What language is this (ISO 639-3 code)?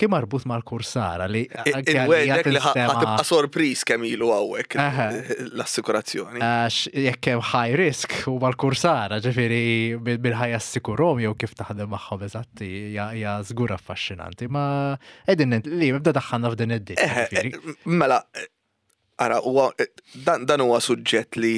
mlt